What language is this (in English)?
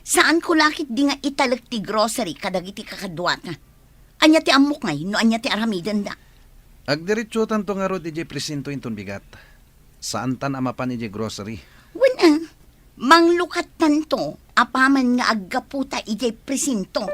Iloko